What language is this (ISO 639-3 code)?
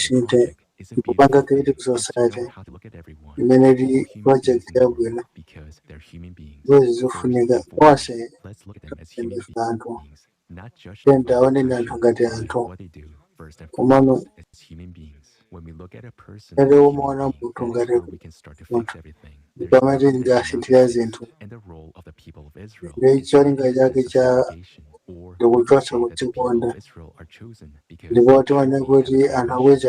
nya